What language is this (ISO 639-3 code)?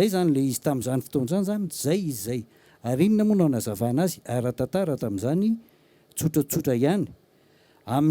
mlg